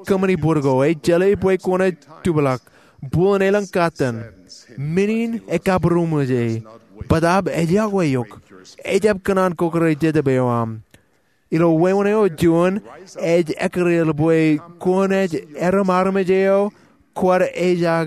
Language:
Marshallese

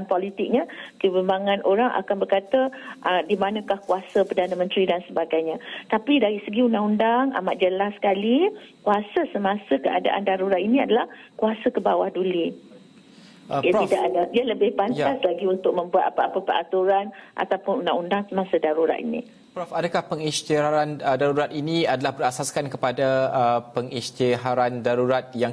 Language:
Malay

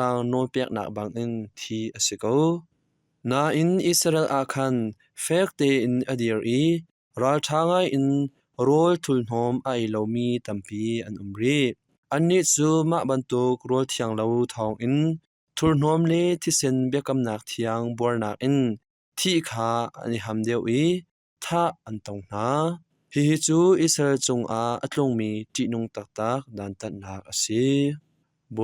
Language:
Hakha Chin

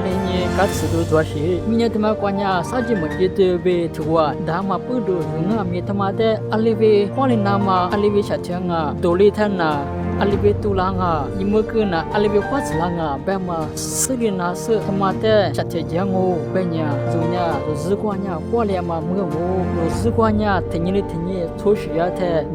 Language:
Lisu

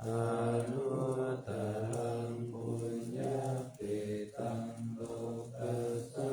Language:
Pali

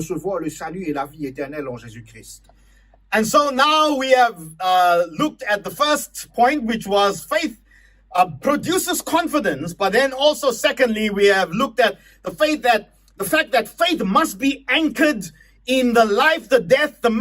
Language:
Morisyen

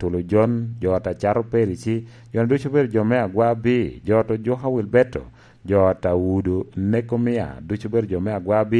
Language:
Lango (Uganda)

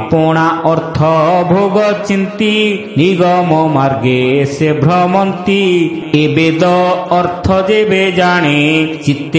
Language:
Odia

